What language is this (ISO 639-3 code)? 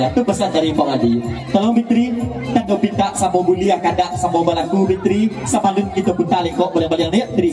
min